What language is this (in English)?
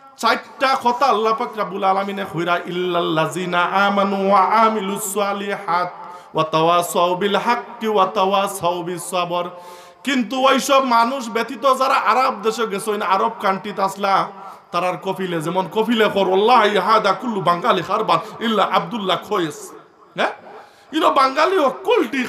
Sylheti